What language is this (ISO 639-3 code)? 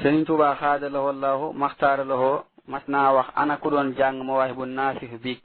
wol